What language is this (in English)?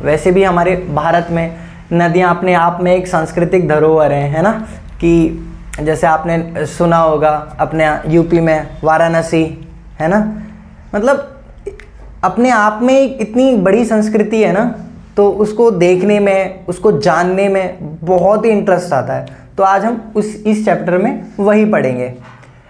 Hindi